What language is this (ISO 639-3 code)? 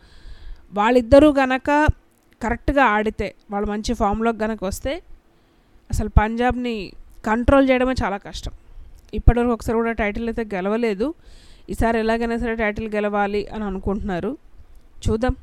tel